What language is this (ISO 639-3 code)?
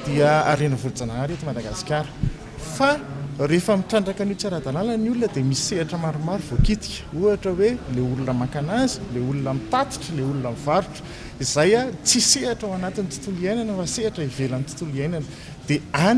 mlg